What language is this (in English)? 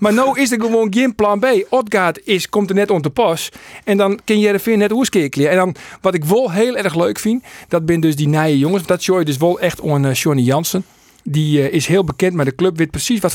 Western Frisian